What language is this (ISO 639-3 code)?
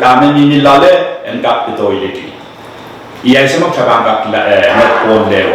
pon